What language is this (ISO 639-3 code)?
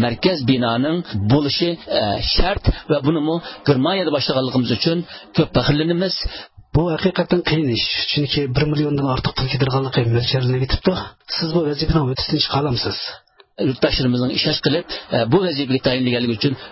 uig